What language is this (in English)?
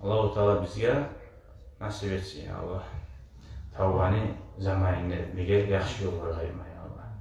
Kumyk